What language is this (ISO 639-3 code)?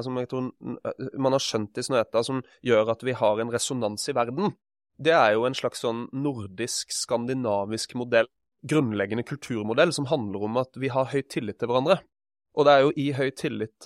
nor